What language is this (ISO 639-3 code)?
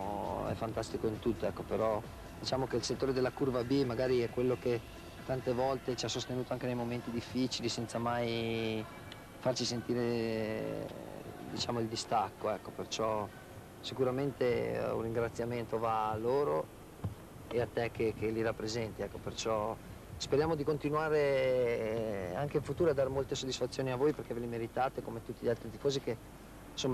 ita